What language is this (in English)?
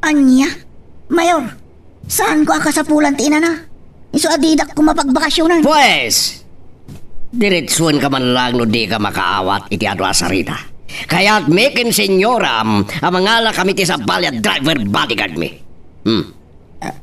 Iloko